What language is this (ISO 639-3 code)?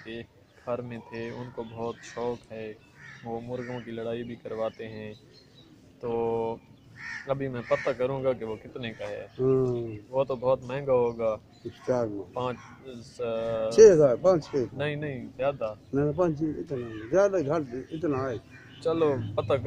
urd